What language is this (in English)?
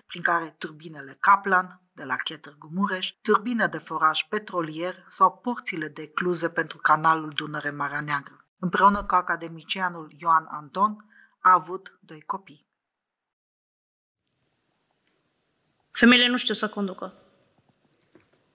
Romanian